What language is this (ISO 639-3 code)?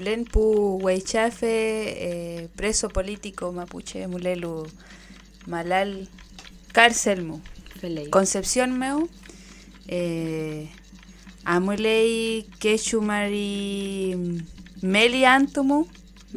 arn